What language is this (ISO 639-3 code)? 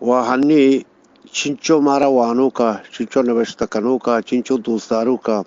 bgp